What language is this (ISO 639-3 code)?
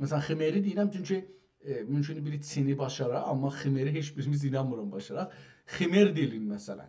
azb